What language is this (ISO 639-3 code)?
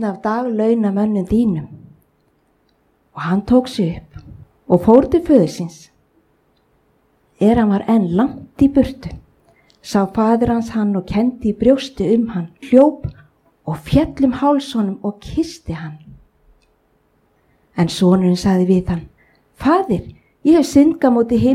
isl